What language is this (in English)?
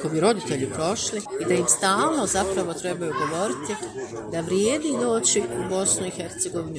Bosnian